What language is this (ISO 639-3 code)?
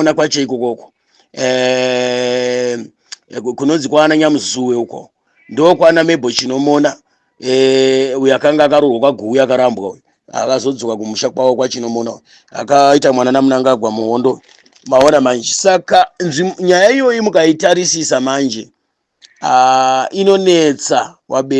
sna